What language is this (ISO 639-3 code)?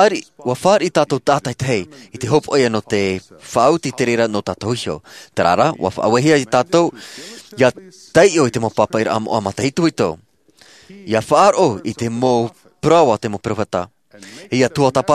tah